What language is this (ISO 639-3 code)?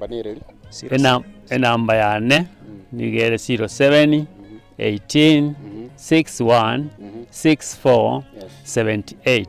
guz